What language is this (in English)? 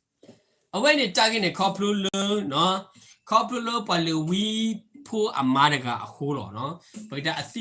S'gaw Karen